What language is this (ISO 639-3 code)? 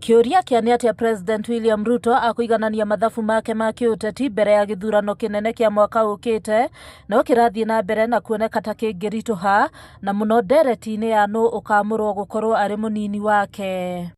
kik